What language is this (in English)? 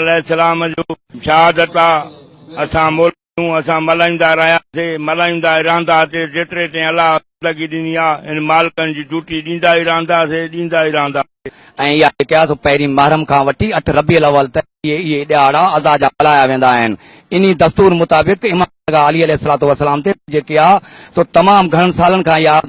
Sindhi